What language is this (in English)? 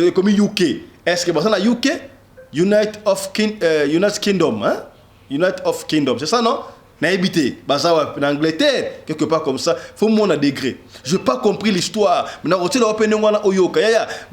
Lingala